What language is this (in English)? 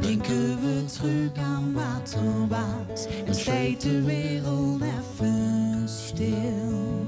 Limburgish